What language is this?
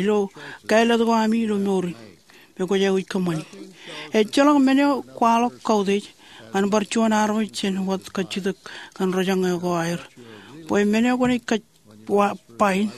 Marshallese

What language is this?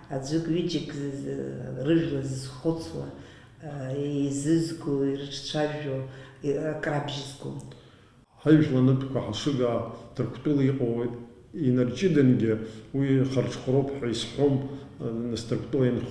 Abkhazian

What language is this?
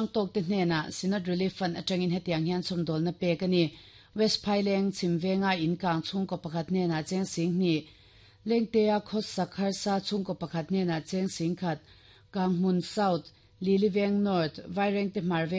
Mizo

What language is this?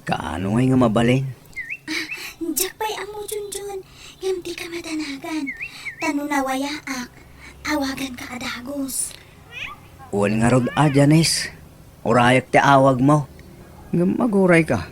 Iloko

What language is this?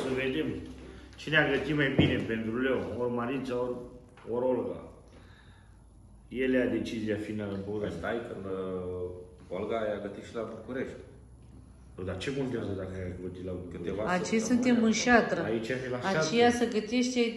Romanian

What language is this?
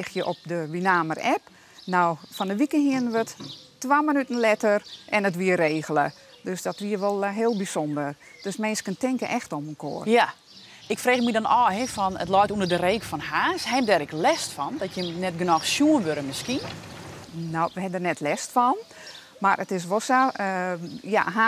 Western Frisian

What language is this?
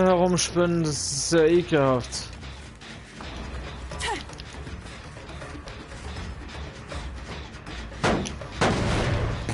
German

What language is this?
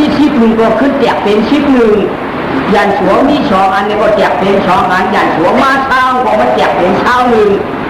Shan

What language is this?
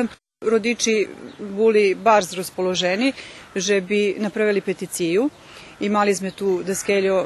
Rusyn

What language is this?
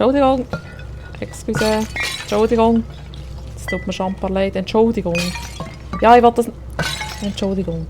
Swiss German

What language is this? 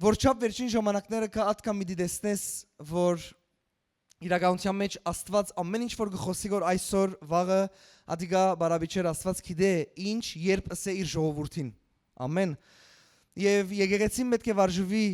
Western Armenian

